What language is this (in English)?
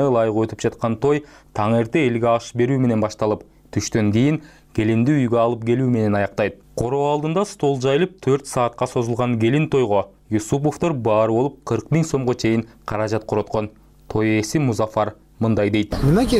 Kyrgyz